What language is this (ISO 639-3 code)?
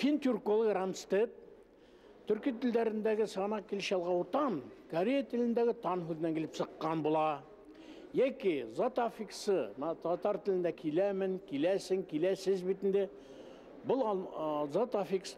bak